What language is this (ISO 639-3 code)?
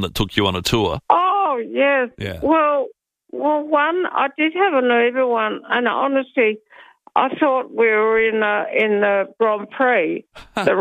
eng